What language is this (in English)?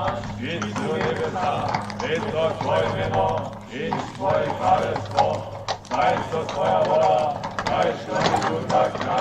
Upper Sorbian